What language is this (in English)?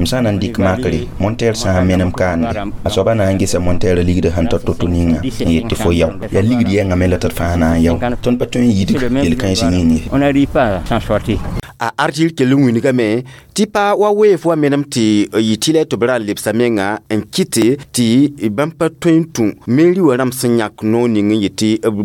Mossi